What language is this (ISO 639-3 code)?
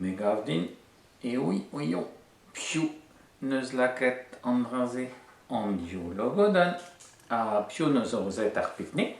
bre